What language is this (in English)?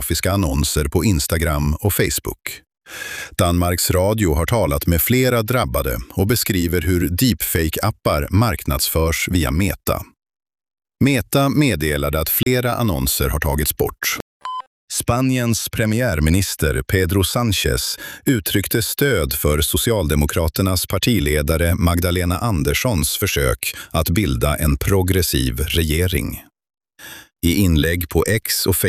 Swedish